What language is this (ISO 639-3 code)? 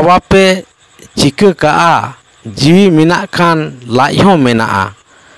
sat